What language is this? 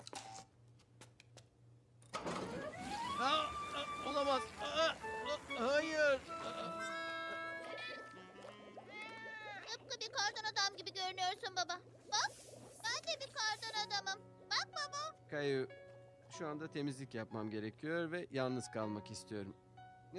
Turkish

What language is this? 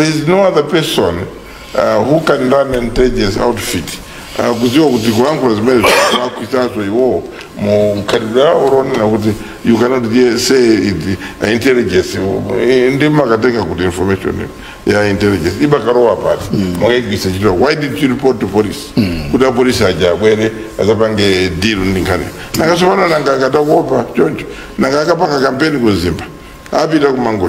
Nyanja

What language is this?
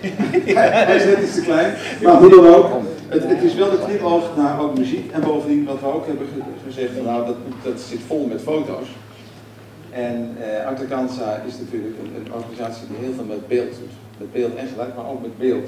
Dutch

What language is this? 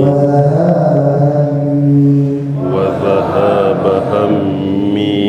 Hausa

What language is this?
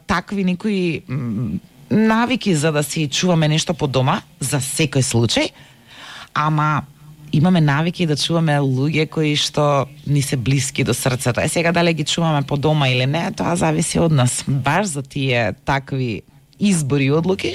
Macedonian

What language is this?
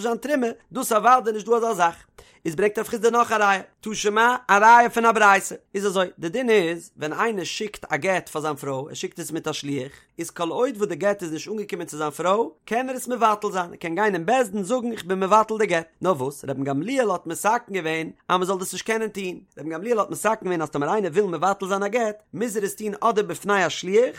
Yiddish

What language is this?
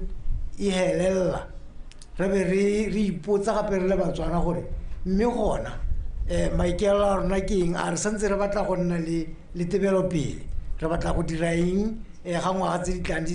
Tswana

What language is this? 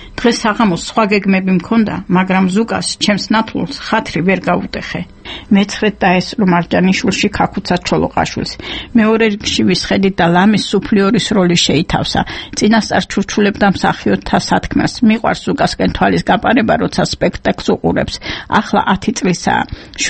Georgian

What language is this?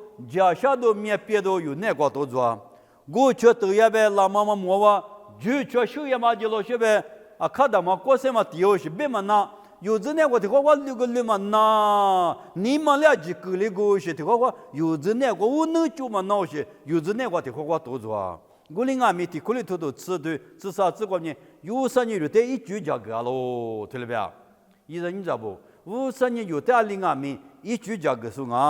Lisu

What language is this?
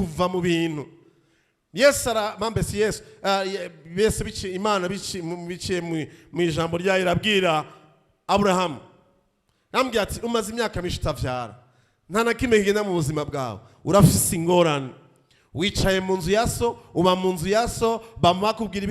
Rundi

